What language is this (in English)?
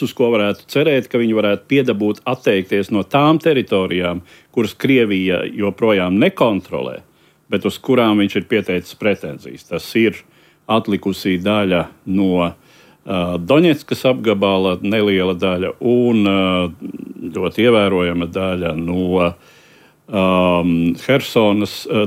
Latvian